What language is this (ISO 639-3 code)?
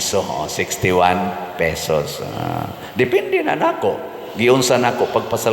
ceb